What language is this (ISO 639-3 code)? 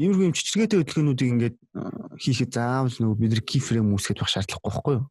mon